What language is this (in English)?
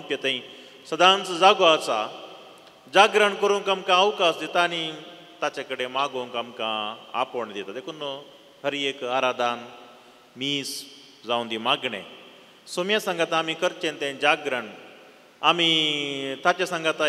Konkani